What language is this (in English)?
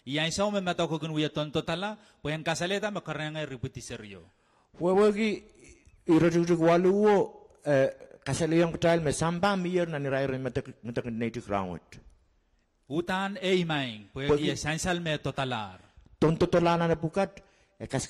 Pohnpeian